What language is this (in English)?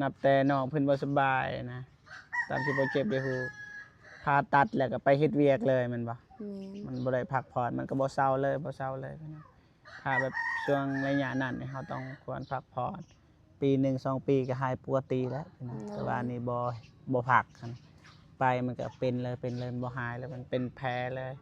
Lao